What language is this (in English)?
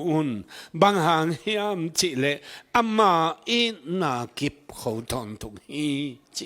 Tedim Chin